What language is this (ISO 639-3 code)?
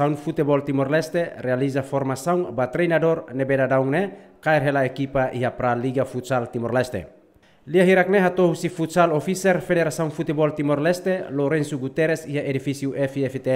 tet